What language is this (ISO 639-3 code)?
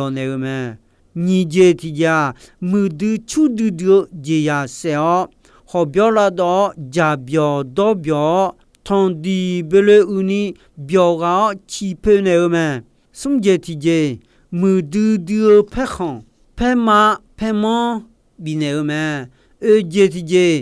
ahk